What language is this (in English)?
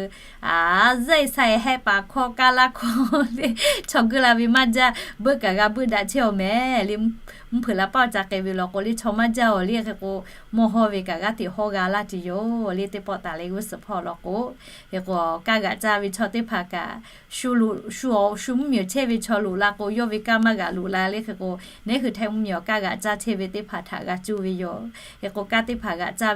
Lahu